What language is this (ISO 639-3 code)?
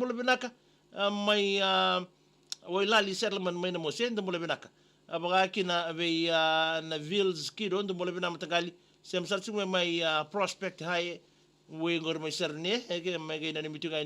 fij